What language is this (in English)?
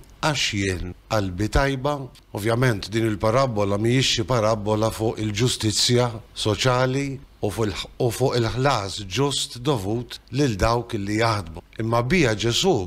Maltese